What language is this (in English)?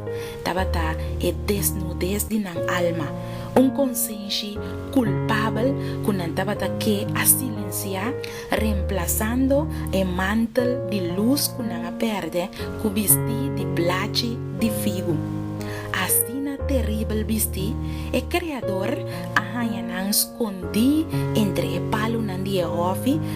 Papiamento